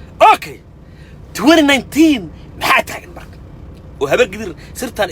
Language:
Somali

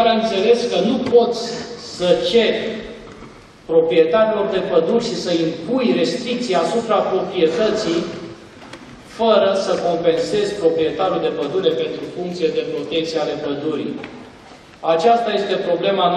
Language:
Romanian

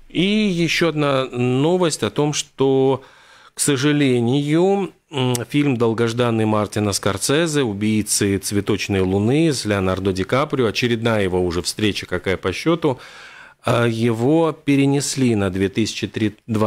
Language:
Russian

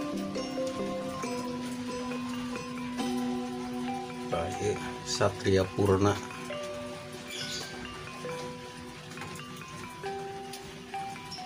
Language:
Sundanese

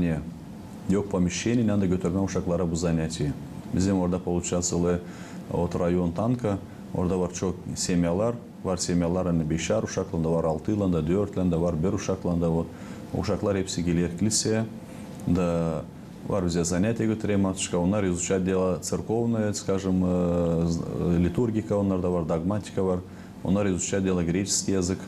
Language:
Gagauz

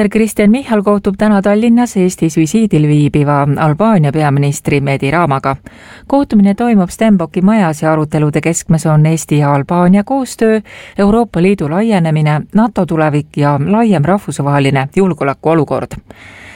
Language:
Estonian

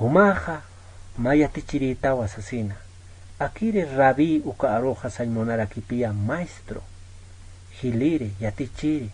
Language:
Aymara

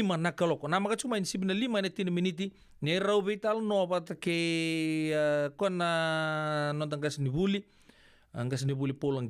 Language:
Fijian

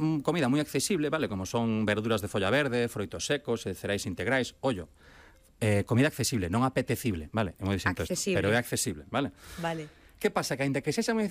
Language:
Galician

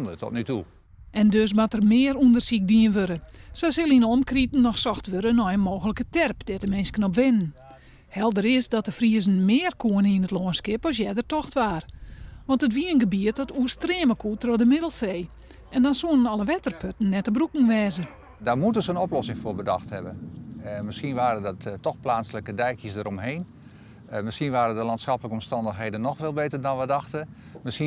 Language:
Western Frisian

